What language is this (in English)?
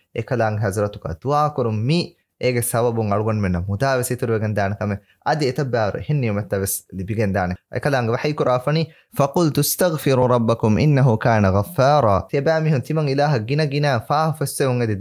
Divehi